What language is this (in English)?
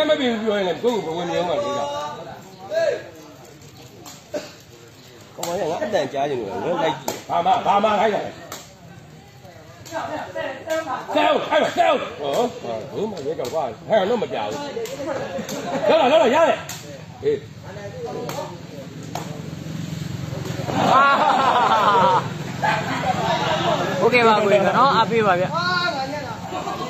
Burmese